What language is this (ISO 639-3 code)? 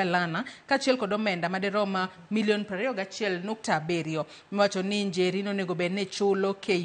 luo